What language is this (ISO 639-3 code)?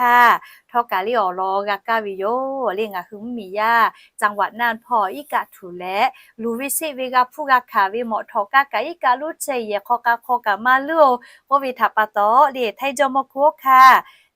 lhu